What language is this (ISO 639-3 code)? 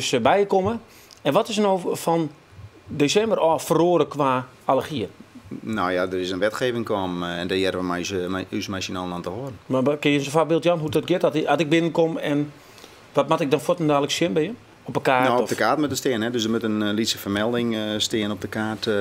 fry